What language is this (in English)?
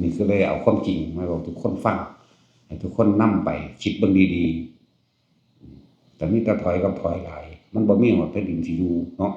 Northeastern Thai